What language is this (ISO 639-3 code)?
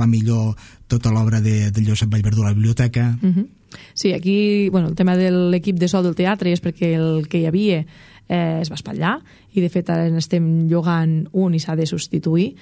cat